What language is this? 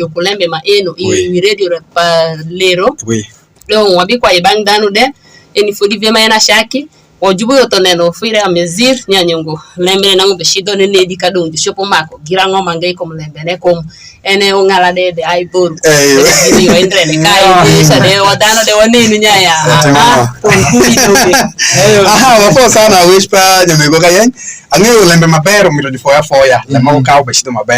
Alur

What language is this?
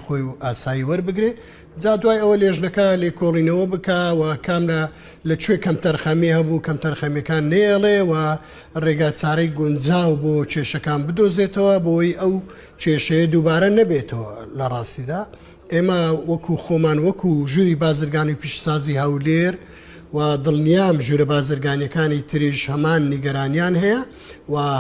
Central Kurdish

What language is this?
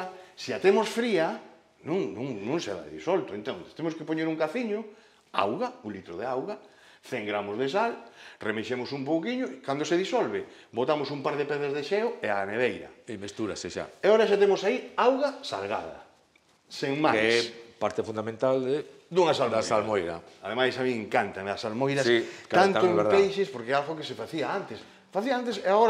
Galician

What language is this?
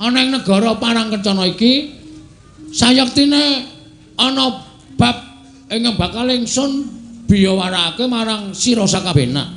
Javanese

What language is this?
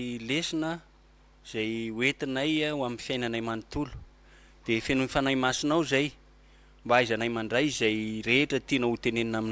Malagasy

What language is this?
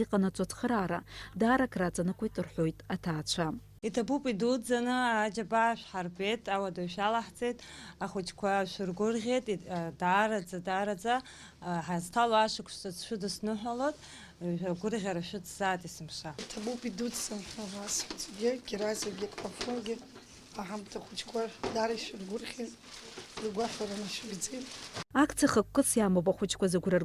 Abkhazian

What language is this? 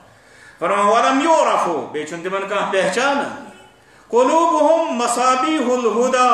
Kashmiri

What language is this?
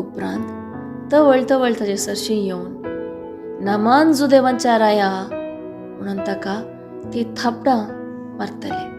Konkani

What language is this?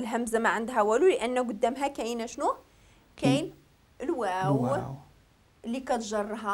Moroccan Arabic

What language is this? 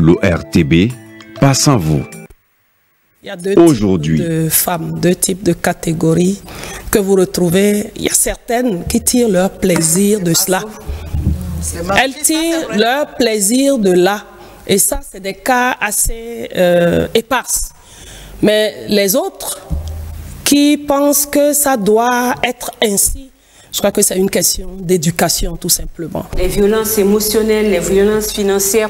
French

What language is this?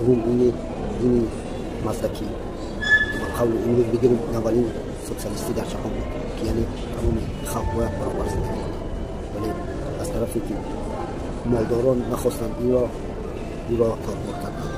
Tajik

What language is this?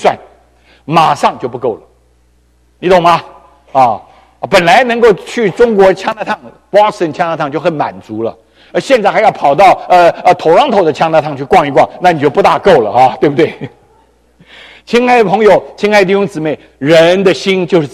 Chinese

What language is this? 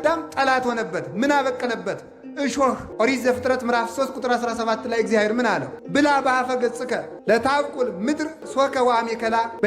Amharic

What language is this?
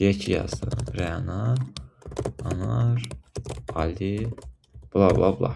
Azerbaijani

